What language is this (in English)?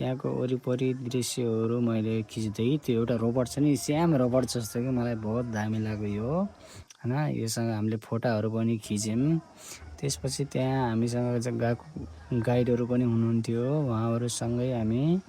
Nepali